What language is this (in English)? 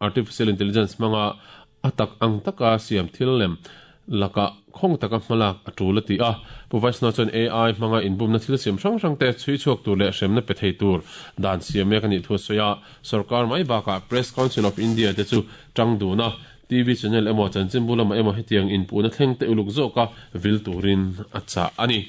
Mizo